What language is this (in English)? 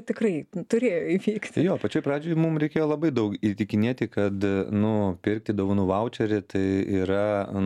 Lithuanian